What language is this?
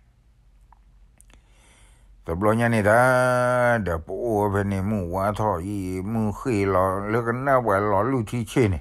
S'gaw Karen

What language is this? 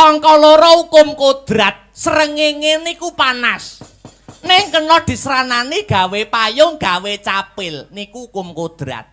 Javanese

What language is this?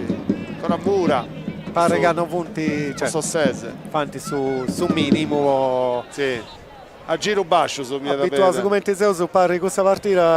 Sardinian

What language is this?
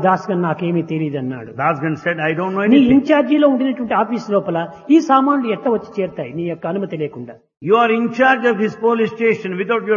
Telugu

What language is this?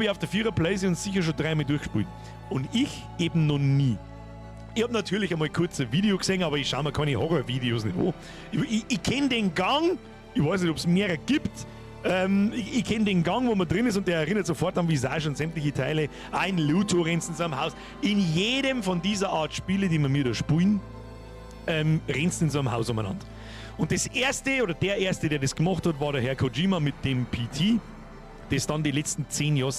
Bavarian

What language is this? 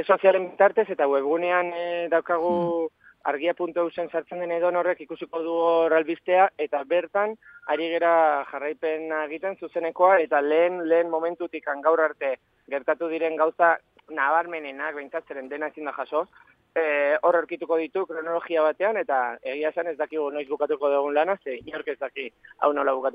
Basque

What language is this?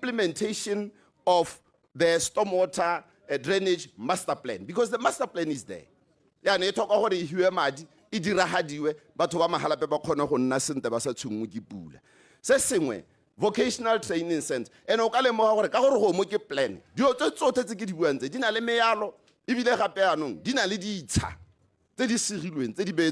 Tswana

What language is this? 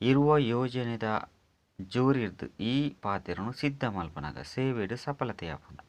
Tulu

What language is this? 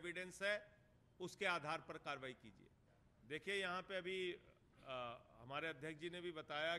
Hindi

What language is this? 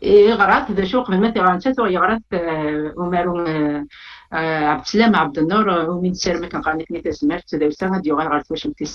Kabyle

